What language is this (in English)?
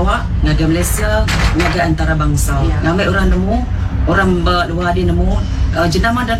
Iban